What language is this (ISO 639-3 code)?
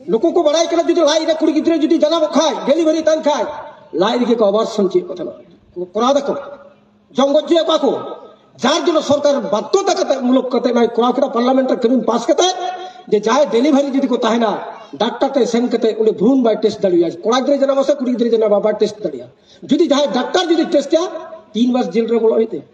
sat